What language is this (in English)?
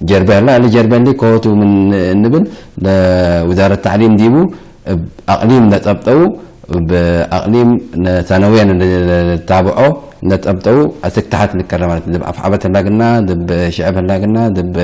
Tigre